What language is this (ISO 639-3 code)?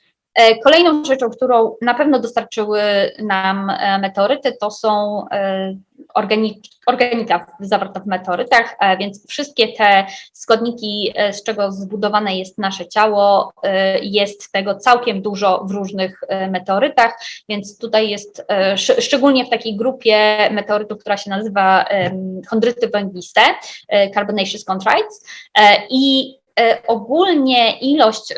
pol